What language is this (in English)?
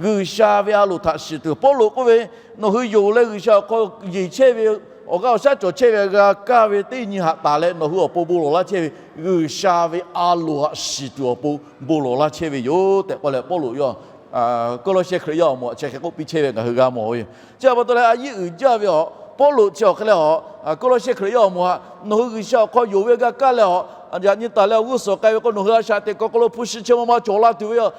Lahu